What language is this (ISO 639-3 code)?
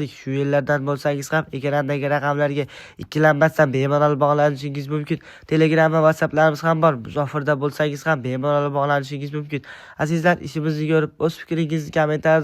uzb